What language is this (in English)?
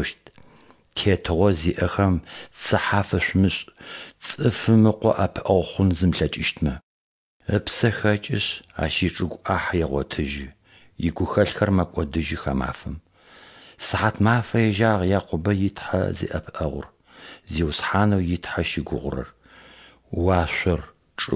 Adyghe